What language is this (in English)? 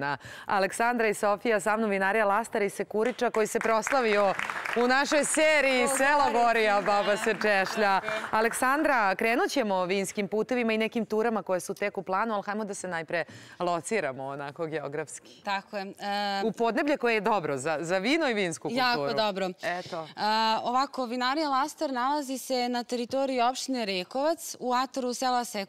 Serbian